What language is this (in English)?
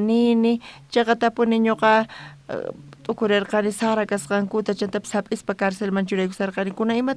South Bolivian Quechua